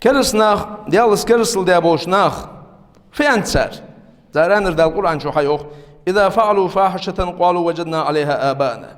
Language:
Ingush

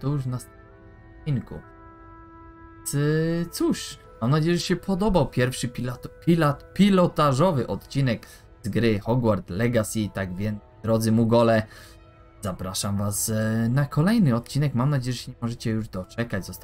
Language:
Polish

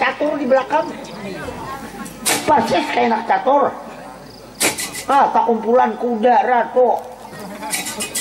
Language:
Banjar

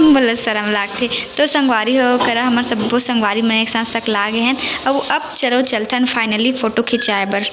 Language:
Chhattisgarhi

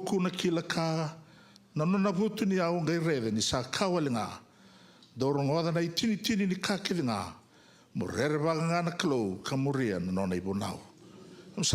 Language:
Fijian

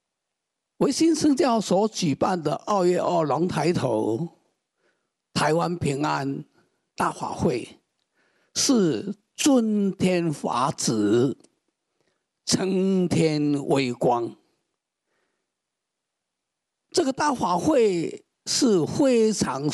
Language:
Chinese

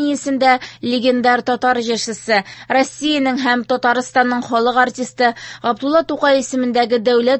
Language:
Tatar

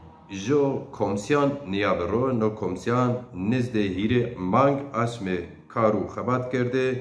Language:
Zaza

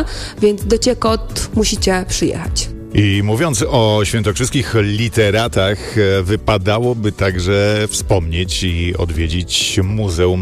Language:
Polish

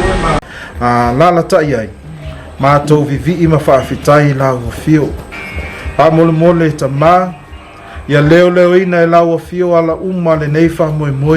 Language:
Samoan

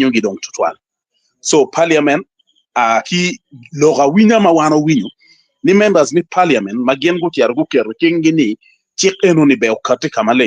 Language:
Acoli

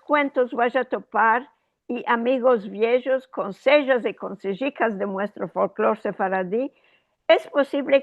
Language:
Ladino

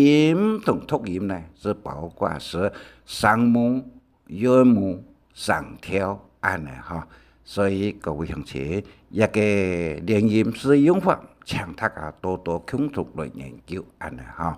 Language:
Hakka Chinese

